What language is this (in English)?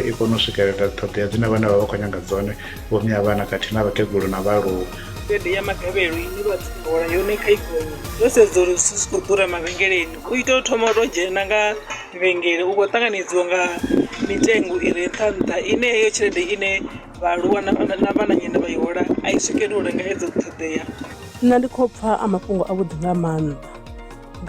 Venda